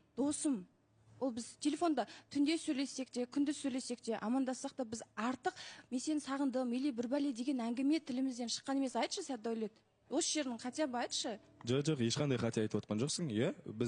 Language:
Kazakh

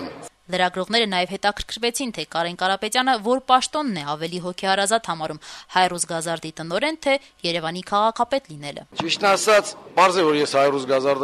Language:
Armenian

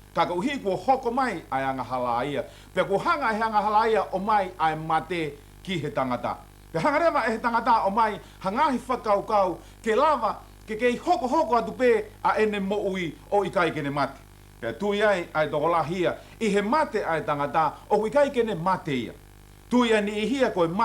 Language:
Tongan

